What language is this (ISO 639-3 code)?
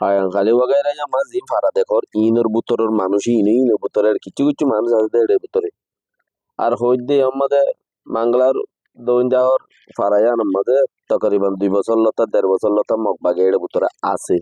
rhg